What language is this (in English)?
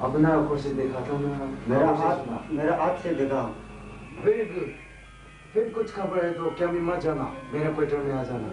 Naga Pidgin